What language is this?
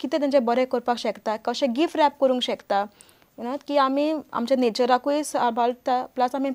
Konkani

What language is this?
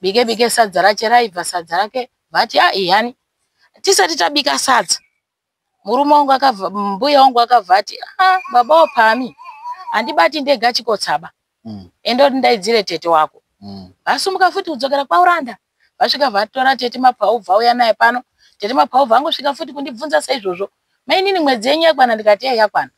Shona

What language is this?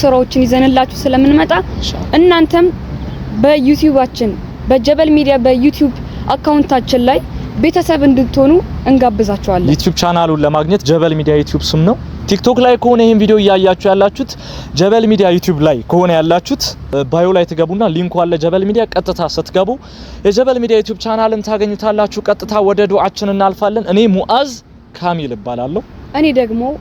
Amharic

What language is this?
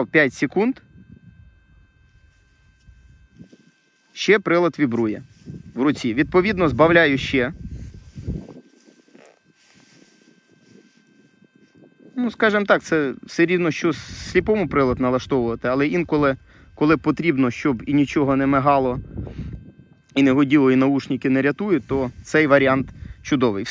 Ukrainian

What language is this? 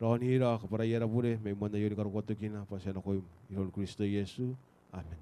Gilbertese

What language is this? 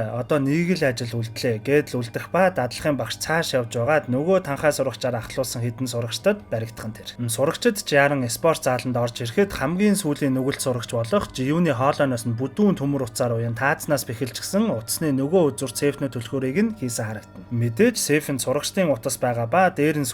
Mongolian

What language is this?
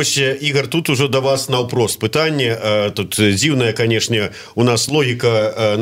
Belarusian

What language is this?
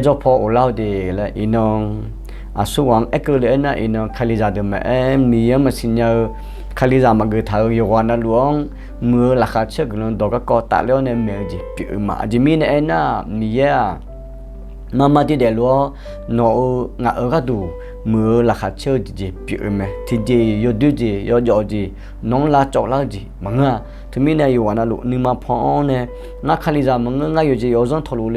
Akha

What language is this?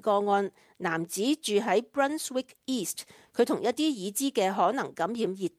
Cantonese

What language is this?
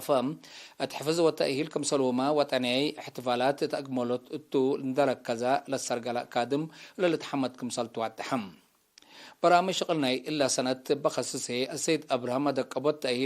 Tigre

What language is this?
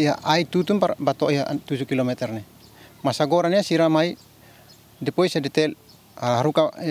Tetum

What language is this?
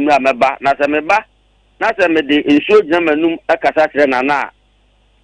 Akan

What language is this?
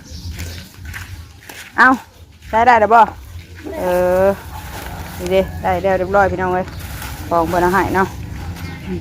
Northeastern Thai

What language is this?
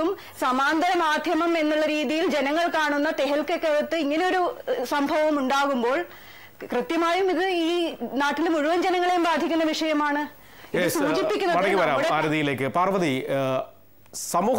Malayalam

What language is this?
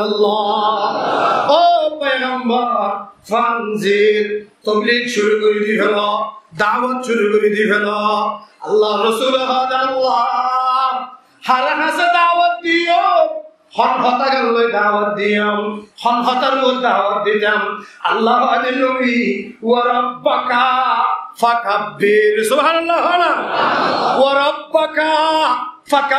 Rohingya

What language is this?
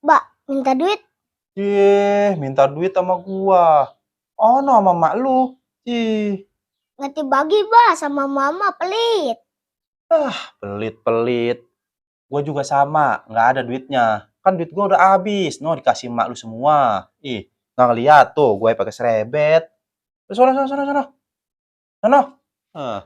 Betawi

